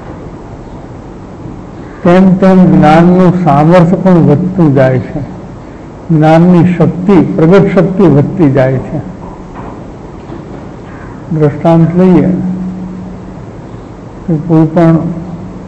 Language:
Gujarati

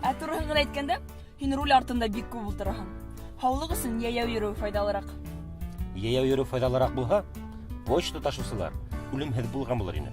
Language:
Bashkir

